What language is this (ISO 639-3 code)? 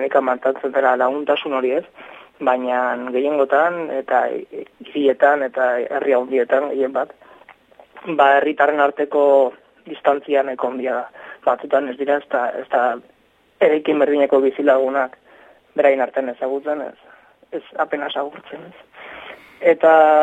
eus